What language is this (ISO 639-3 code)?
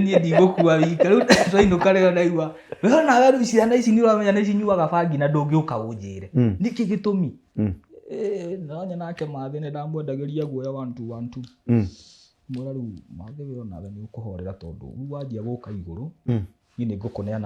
kik